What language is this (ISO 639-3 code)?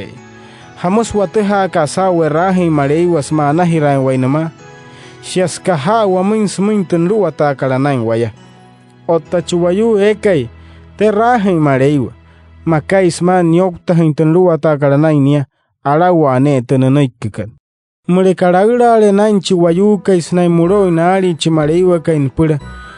guc